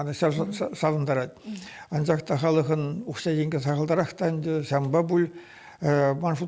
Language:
Chuvash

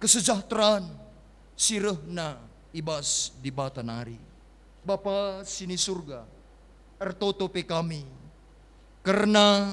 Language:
Batak Karo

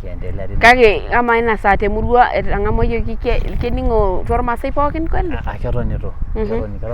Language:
Masai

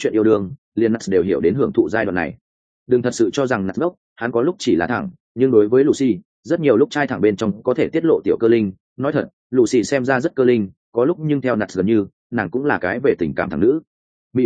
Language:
Vietnamese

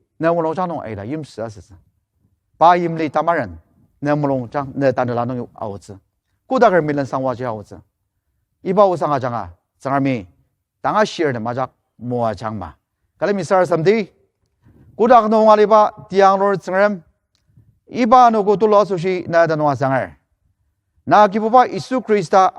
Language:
Ao Naga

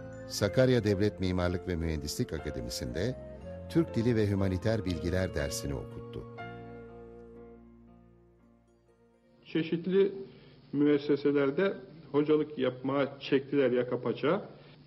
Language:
Turkish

